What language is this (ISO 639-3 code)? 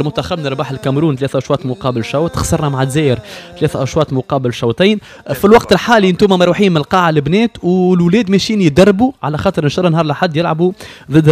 aeb